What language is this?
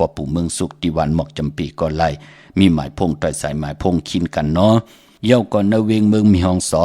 Shan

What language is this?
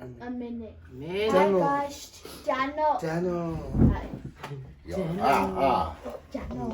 Samoan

